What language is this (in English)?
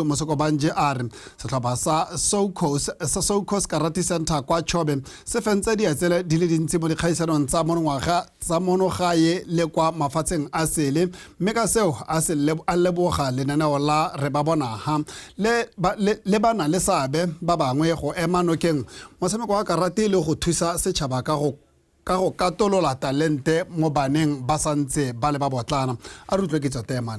Tswana